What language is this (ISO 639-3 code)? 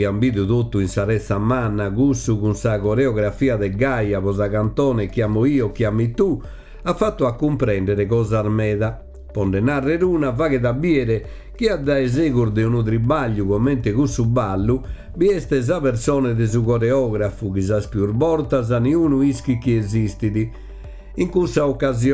srd